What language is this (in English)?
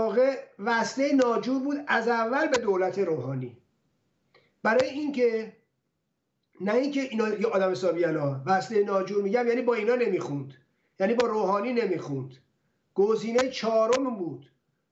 Persian